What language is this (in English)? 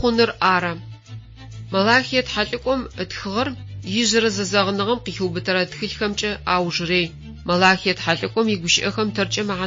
Adyghe